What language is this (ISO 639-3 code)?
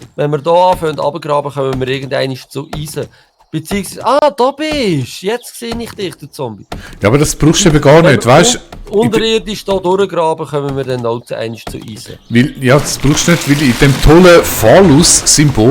gsw